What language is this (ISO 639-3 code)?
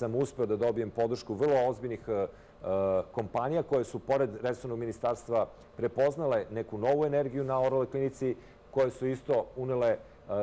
srp